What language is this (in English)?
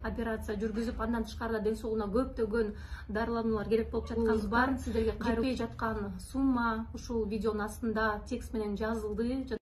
Kyrgyz